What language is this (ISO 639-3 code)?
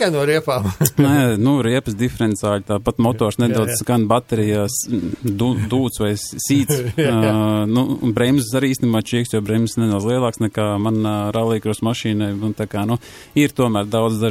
lav